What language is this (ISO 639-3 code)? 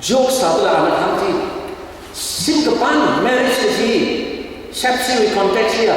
nmf